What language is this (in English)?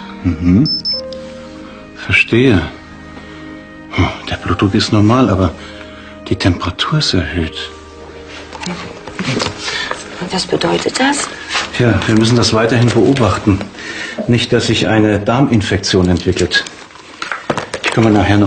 German